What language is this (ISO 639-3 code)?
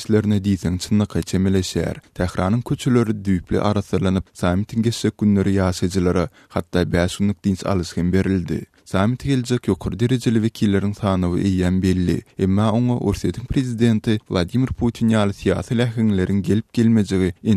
tuk